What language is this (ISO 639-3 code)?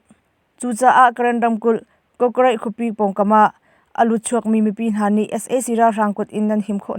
cnh